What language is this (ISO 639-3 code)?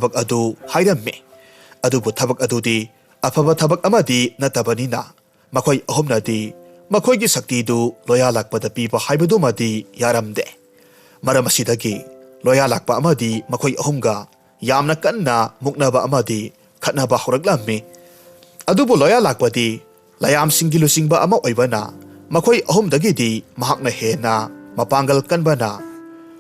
mni